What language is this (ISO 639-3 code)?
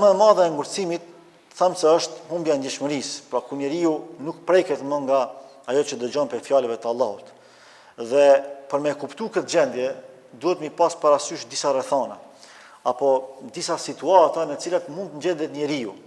sqi